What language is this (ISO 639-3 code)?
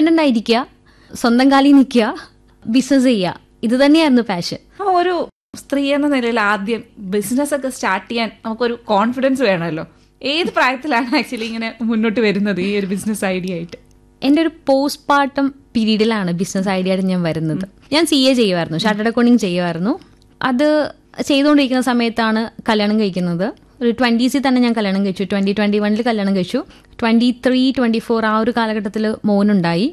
mal